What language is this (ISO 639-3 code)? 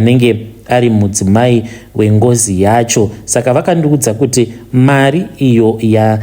sna